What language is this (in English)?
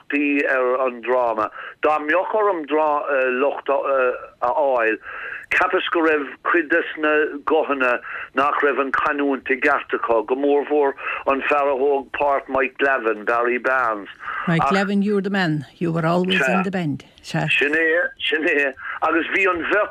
Irish